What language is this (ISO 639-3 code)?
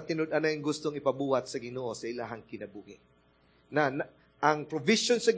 ceb